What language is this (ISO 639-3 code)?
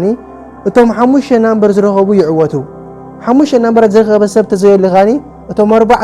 tir